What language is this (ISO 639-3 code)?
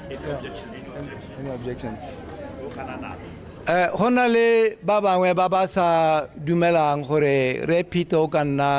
tsn